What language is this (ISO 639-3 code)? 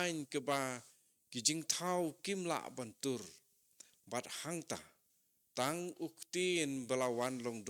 kha